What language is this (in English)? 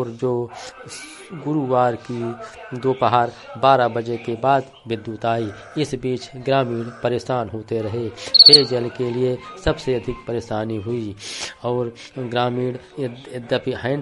Hindi